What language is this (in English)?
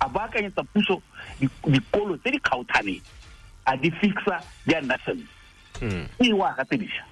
Tswana